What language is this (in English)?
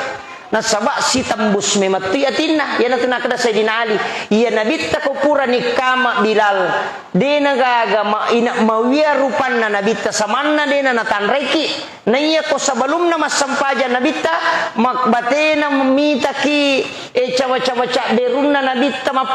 Buginese